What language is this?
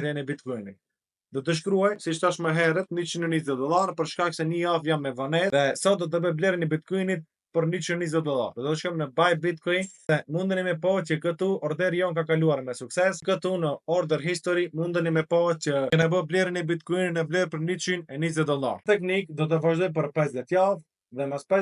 Albanian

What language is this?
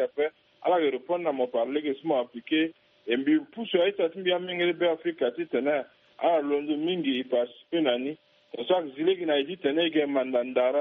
Sango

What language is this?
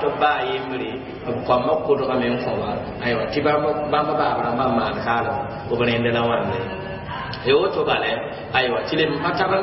Mossi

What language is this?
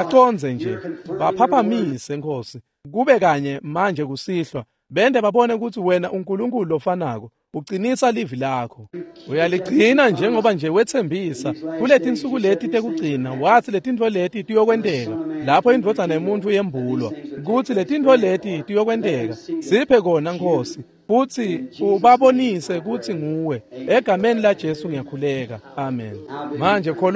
Swati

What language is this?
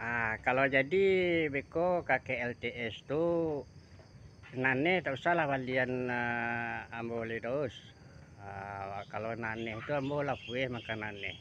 Minangkabau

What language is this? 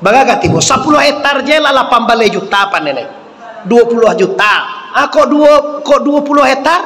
Minangkabau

